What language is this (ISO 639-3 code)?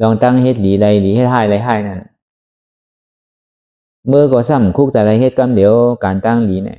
shn